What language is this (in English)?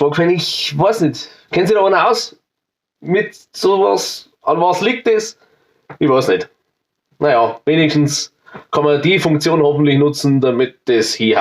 Bavarian